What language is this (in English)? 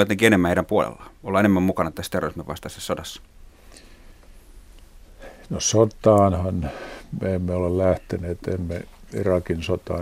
Finnish